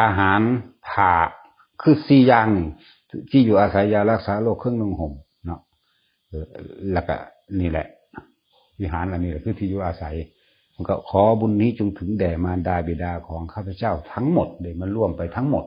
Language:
Northeastern Thai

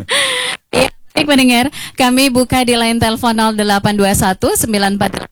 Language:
Indonesian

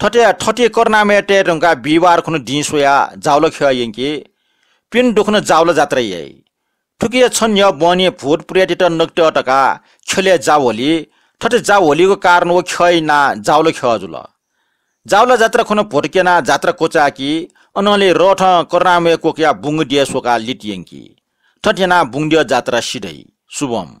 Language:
Newari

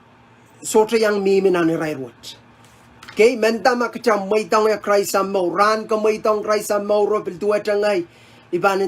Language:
Pohnpeian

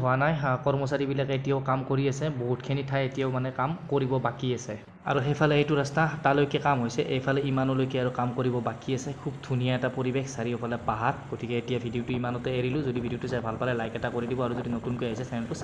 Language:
Assamese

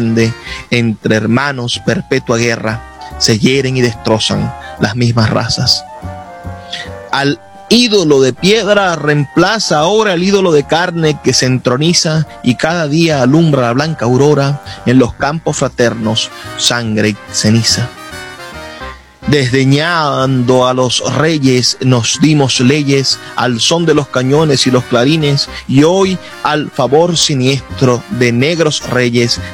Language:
Spanish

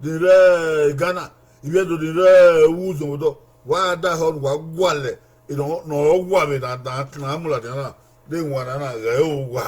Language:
Bini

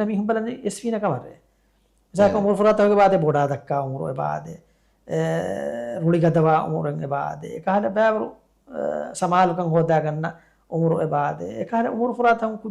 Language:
Divehi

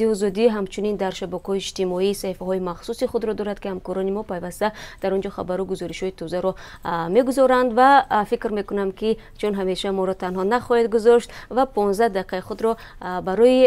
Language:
Tajik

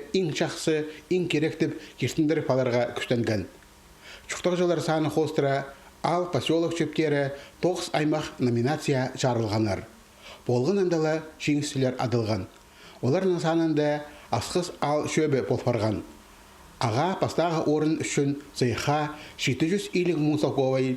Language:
Khakas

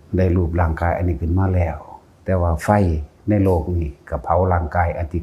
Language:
Lao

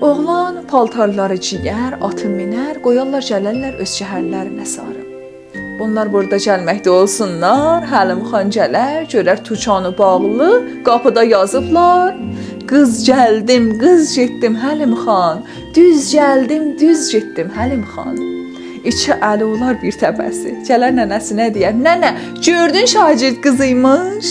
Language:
South Azerbaijani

